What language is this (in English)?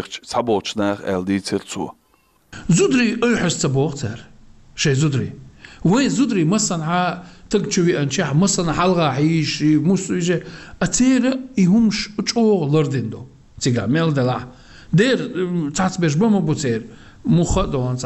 Chechen